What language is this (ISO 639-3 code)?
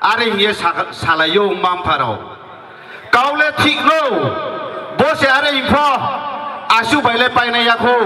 ria